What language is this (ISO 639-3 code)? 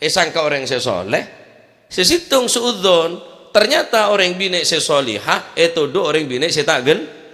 mad